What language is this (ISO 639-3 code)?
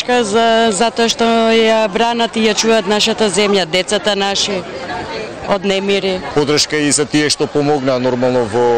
mkd